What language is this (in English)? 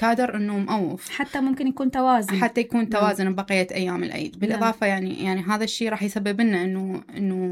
Mesopotamian Arabic